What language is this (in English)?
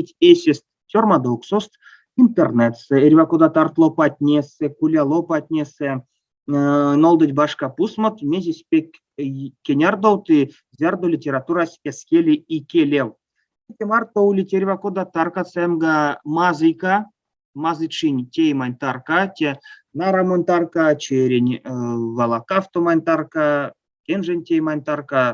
Erzya